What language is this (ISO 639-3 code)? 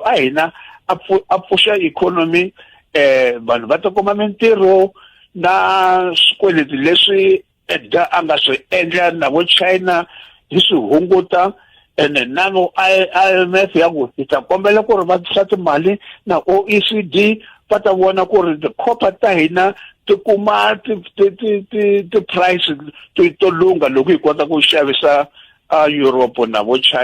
tso